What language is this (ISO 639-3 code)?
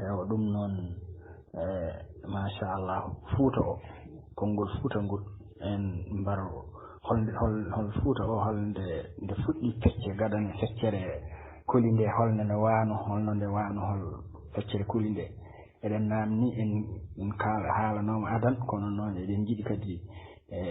ful